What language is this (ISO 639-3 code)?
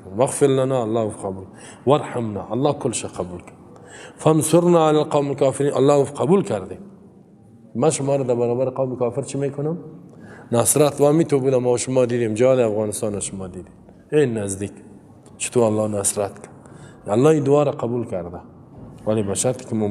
fas